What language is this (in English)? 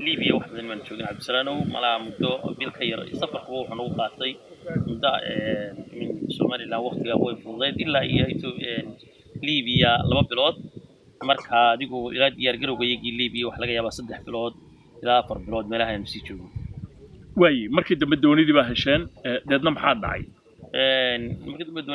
Somali